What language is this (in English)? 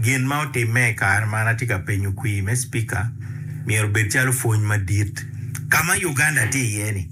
Acoli